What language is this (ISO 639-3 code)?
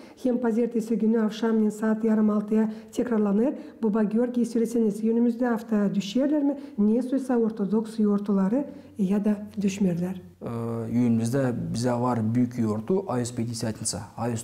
gag